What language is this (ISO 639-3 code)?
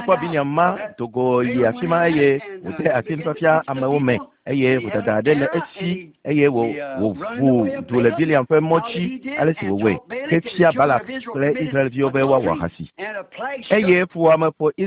ewe